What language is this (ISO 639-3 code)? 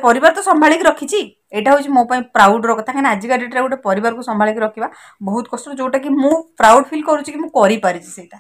ori